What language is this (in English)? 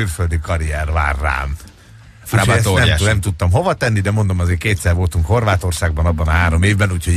Hungarian